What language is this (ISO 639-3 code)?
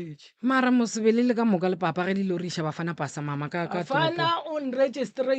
nso